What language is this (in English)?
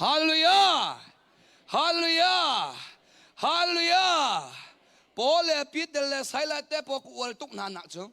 Hakha Chin